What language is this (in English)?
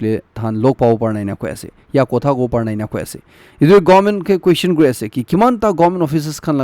Naga Pidgin